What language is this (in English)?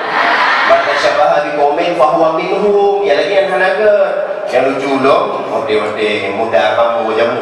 Achinese